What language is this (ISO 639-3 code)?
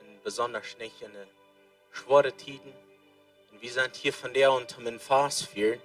pdt